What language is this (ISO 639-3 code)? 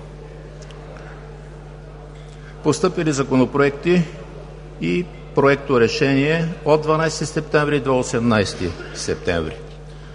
bul